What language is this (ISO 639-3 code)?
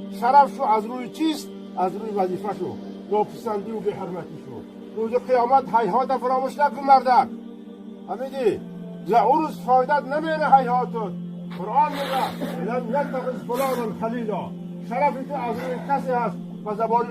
tgk